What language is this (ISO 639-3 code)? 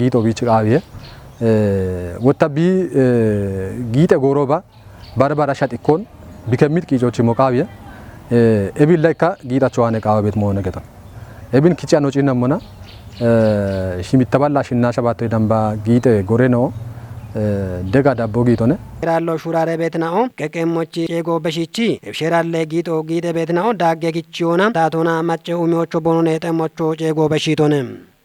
kbr